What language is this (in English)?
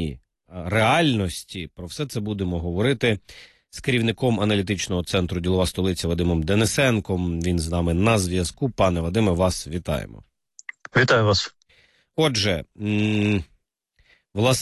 Ukrainian